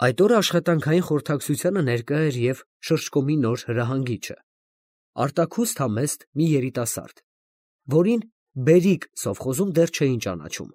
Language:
Armenian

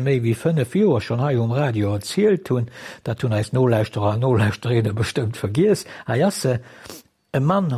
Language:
Luxembourgish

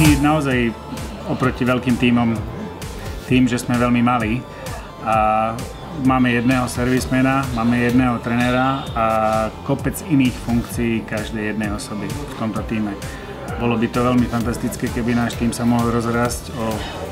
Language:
Slovak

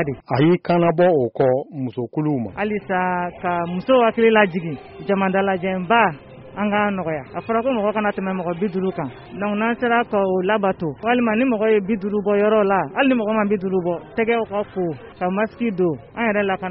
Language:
Bambara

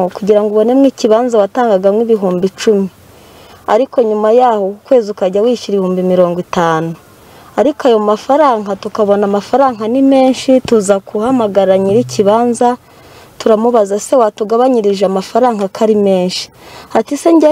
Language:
Kinyarwanda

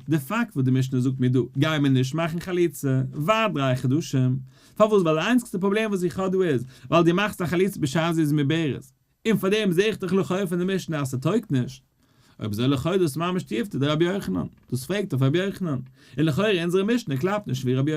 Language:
Yiddish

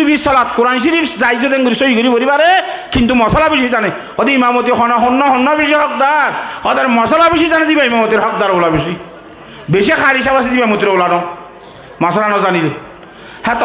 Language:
Rohingya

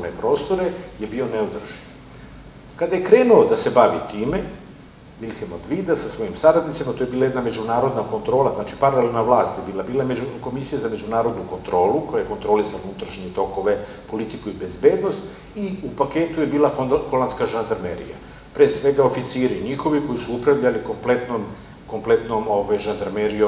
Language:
Serbian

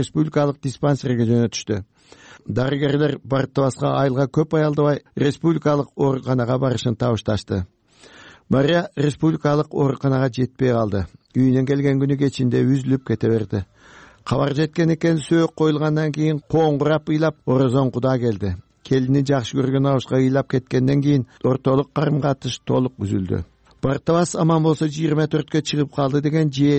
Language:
Kyrgyz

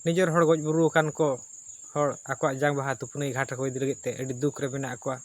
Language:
Santali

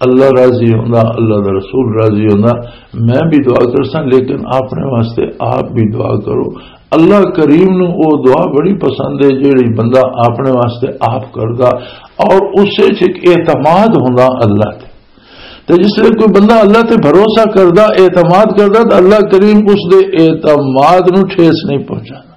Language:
Western Panjabi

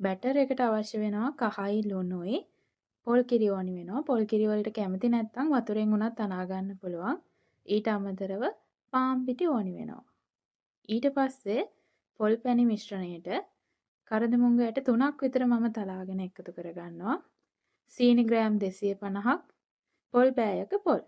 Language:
Sinhala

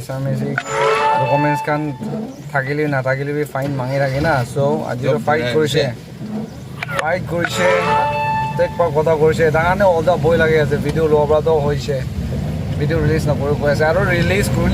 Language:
Naga Pidgin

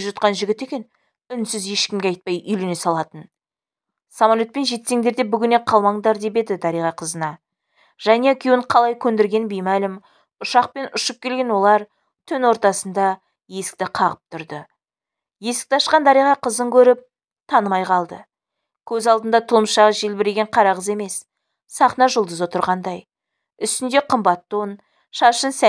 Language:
Kazakh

